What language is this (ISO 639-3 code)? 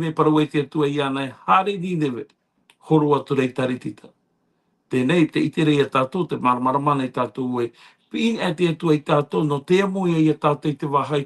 tah